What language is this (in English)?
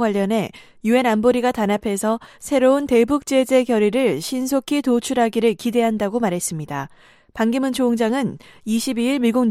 Korean